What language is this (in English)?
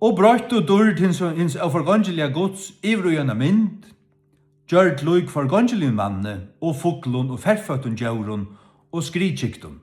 Faroese